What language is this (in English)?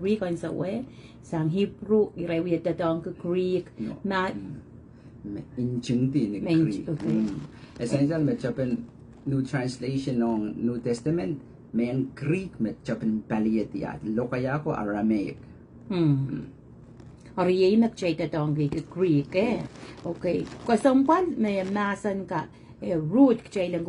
Pohnpeian